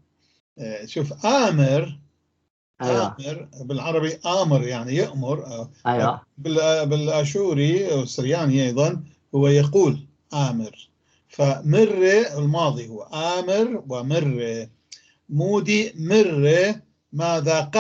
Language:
North Levantine Arabic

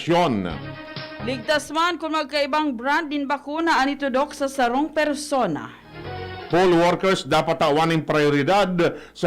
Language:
Bikol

